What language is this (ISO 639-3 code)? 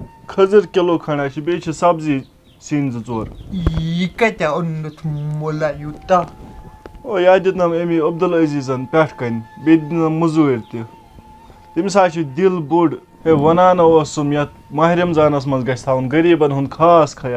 kas